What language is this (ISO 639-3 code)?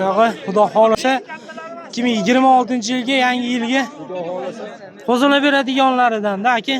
uzb